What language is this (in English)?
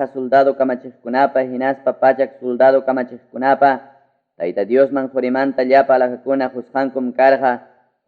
Ayacucho Quechua